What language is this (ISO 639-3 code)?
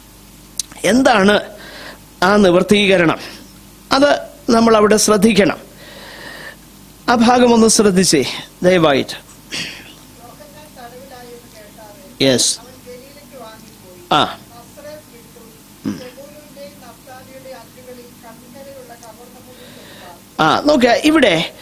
mal